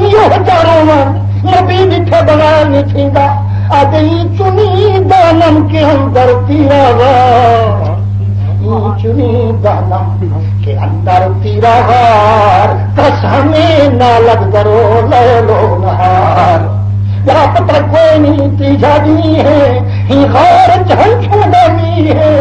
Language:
Saraiki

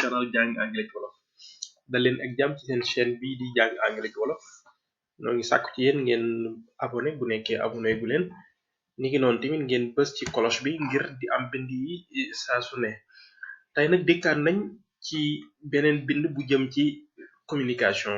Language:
Wolof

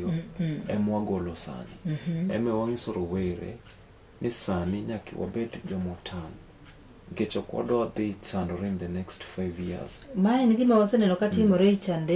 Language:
Luo (Kenya and Tanzania)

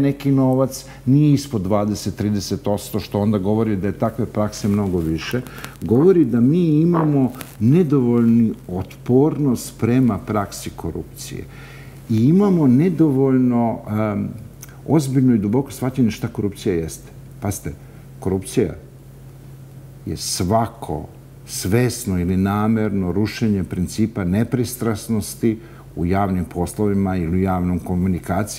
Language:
Serbian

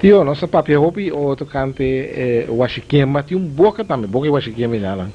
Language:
Papiamento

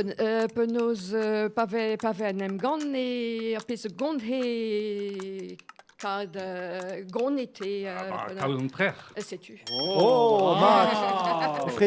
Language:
Breton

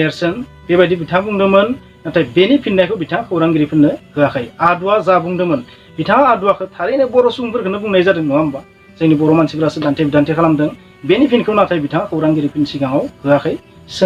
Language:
Bodo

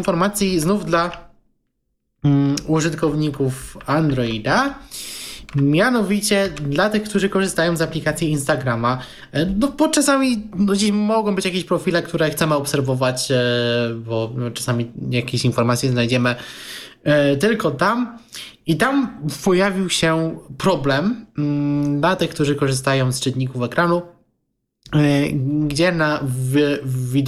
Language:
Polish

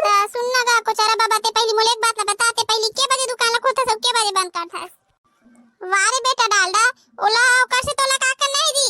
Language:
Chhattisgarhi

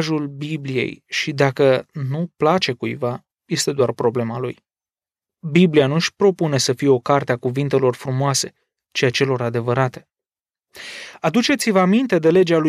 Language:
Romanian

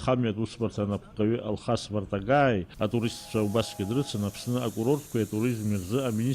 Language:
Abkhazian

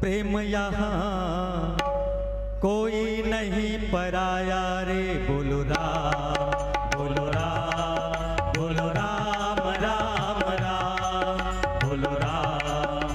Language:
Chhattisgarhi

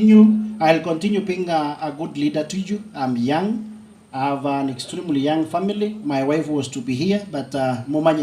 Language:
Gusii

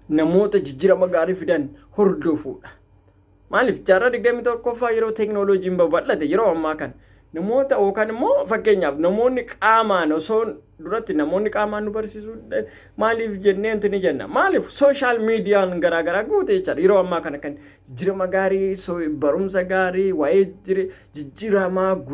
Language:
Oromo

